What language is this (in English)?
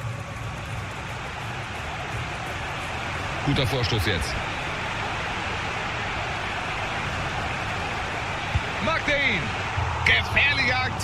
German